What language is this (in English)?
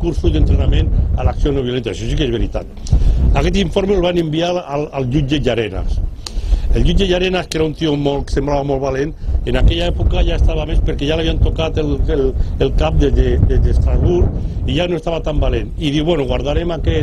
Catalan